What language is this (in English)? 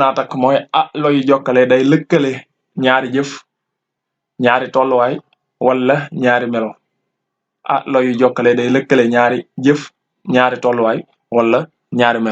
Wolof